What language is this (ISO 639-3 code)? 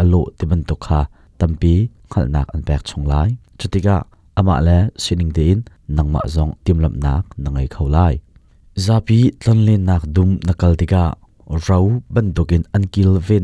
cnh